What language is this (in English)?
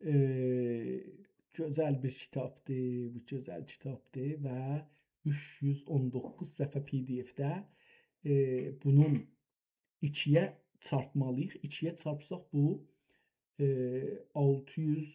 South Azerbaijani